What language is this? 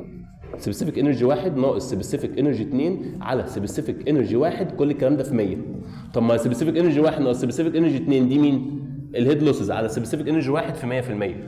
Egyptian Arabic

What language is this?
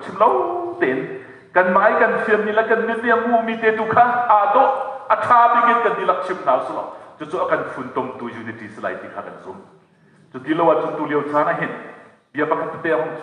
Hakha Chin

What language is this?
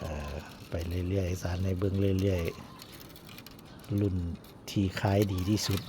Northeastern Thai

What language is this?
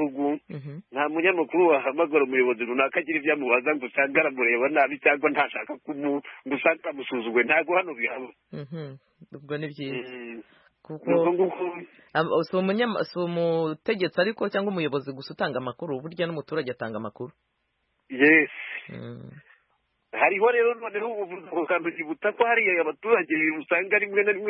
Kinyarwanda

